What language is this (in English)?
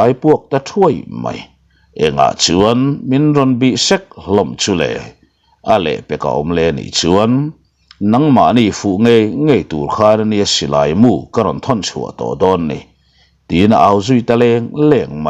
Mizo